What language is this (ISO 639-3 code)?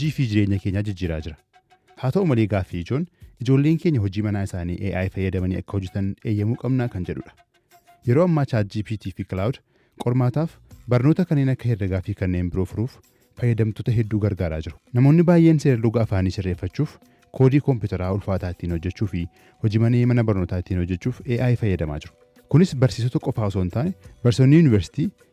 orm